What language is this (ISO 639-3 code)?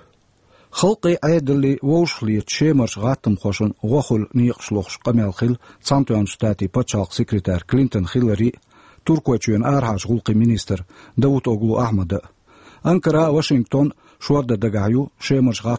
che